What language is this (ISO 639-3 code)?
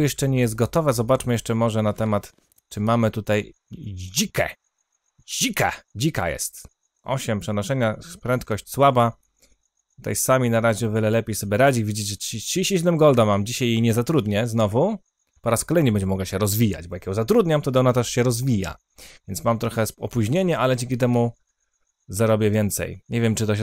pol